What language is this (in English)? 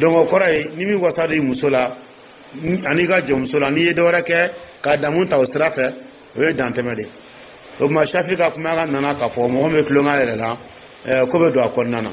Dyula